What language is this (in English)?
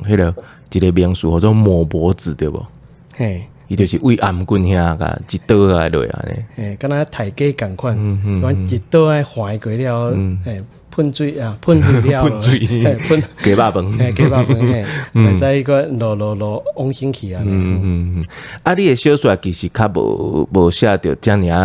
Min Nan Chinese